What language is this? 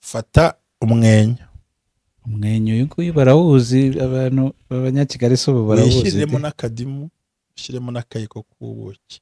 Kinyarwanda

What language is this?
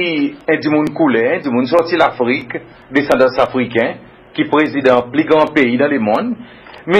Seselwa Creole French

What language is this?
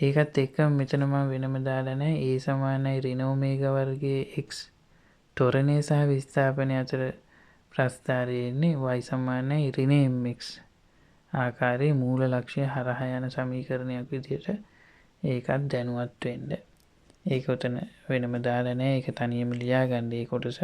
Sinhala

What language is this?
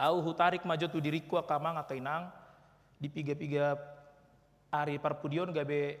Batak Toba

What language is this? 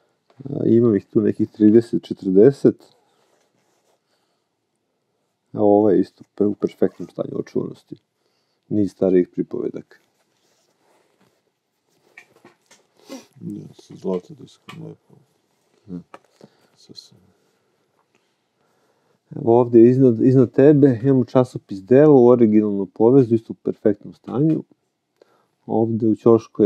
Serbian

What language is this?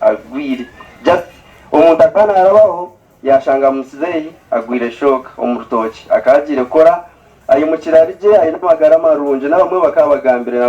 Nyankole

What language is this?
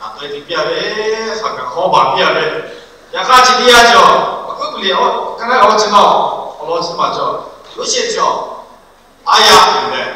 Lahu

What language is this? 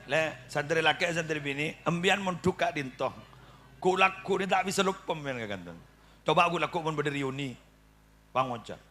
Madurese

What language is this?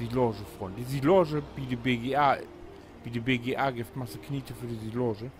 Low German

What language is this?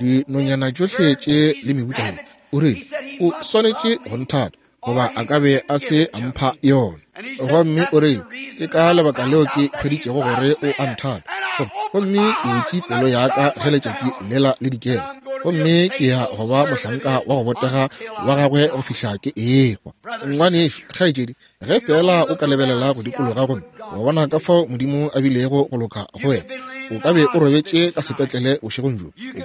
Northern Sotho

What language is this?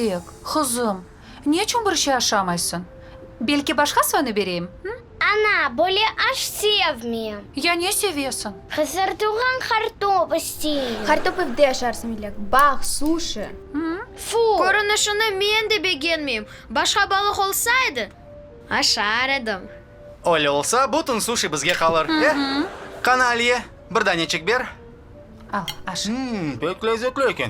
Crimean Tatar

